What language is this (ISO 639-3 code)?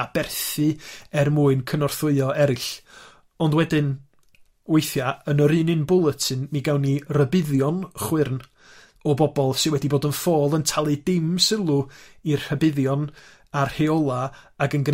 cym